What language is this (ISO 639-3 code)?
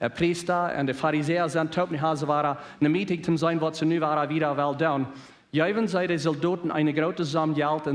pdt